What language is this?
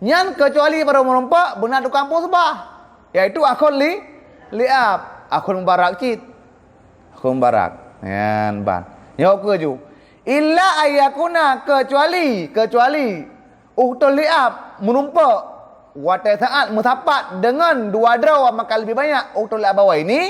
Achinese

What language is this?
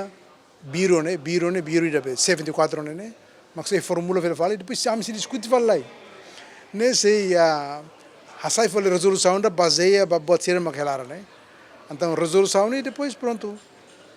Tetum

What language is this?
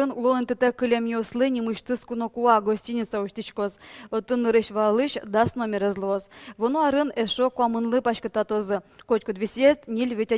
Udmurt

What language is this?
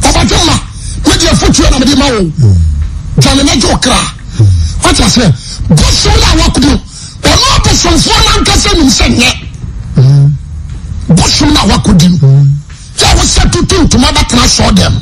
Akan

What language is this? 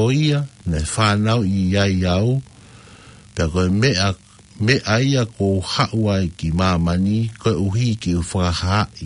Tongan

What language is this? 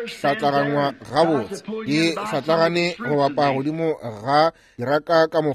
Northern Sotho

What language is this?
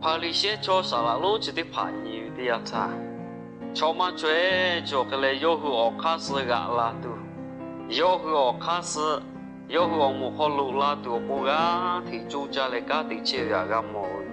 Lahu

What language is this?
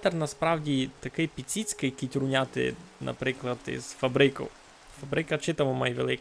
Rusyn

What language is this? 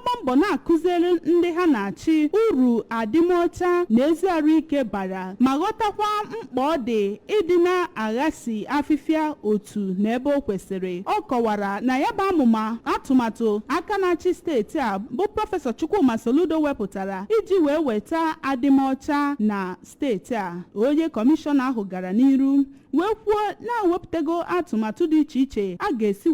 Igbo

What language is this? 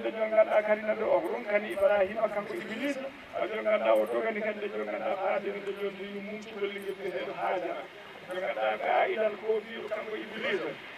Fula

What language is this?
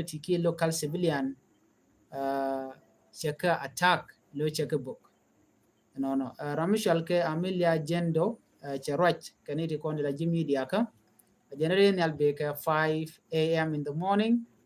Nuer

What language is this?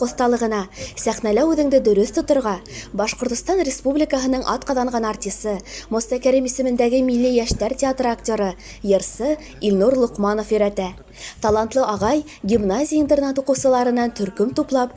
Bashkir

